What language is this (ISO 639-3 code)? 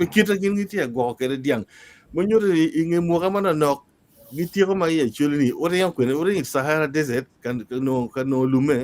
ach